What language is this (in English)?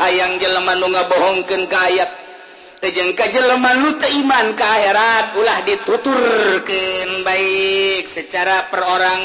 Sundanese